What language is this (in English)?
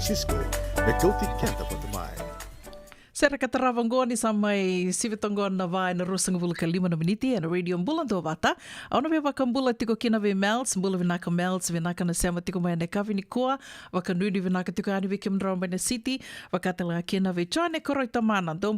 Fijian